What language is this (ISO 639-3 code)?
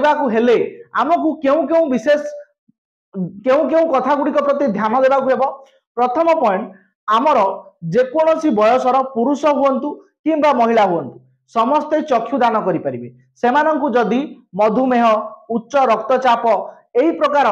ori